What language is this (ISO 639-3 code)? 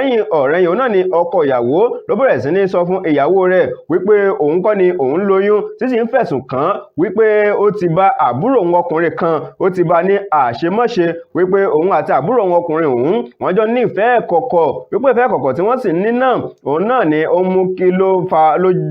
yor